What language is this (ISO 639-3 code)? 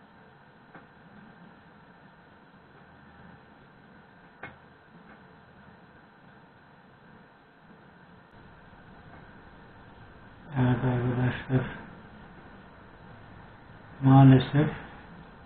tur